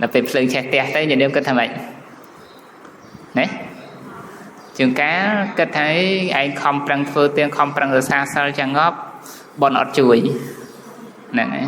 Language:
Khmer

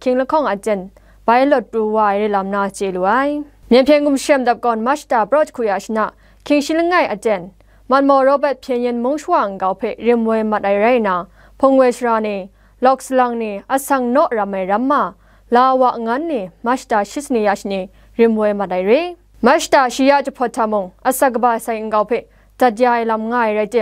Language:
Kachin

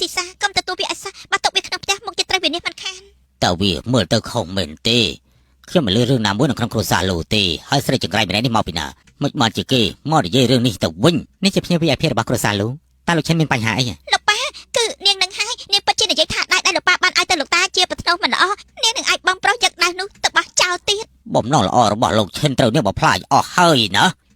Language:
Khmer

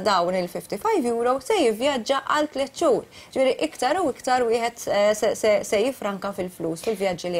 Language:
Maltese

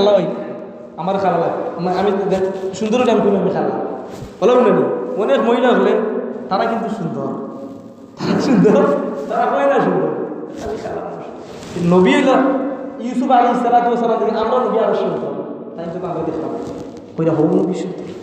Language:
Sylheti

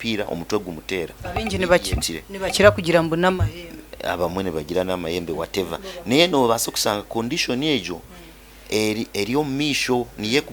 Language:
Nyankole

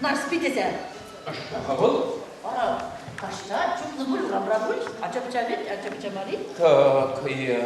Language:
Chuvash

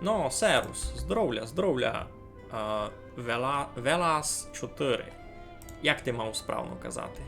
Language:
Rusyn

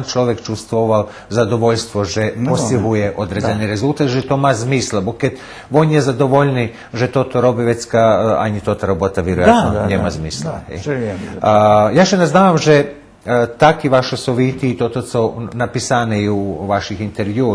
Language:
Rusyn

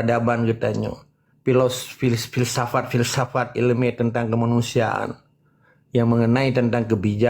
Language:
Achinese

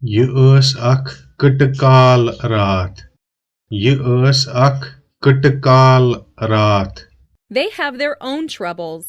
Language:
Kashmiri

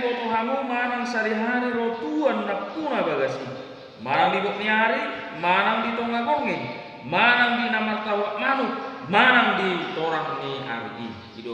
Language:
Batak Toba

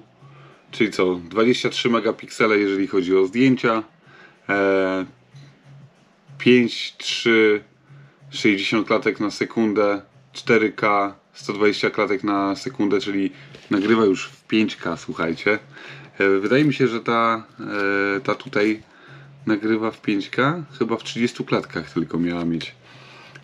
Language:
Polish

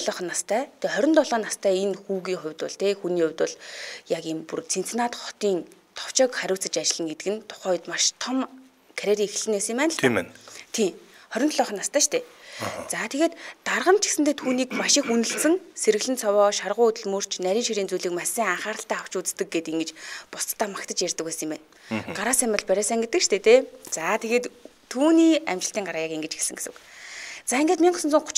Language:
Mongolian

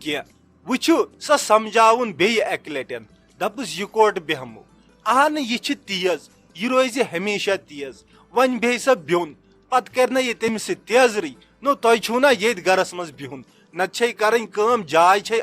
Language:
Kashmiri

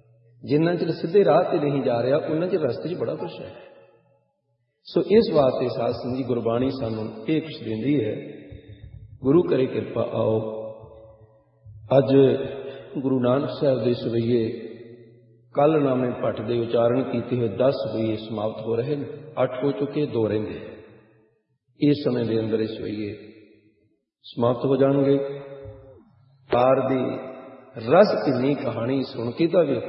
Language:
Punjabi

